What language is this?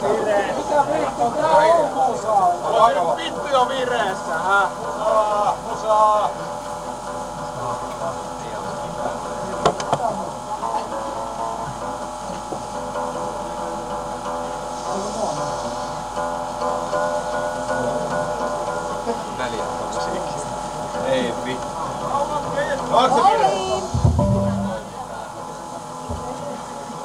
Finnish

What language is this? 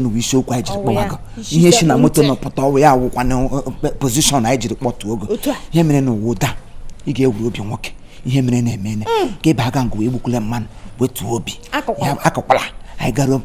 Igbo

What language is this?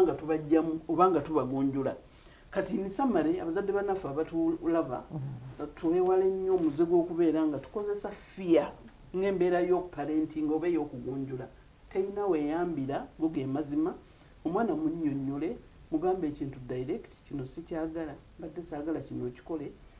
Ganda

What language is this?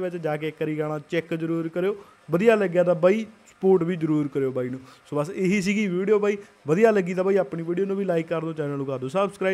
Punjabi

